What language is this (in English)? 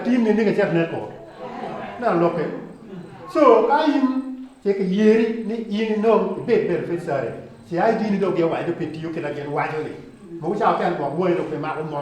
Acoli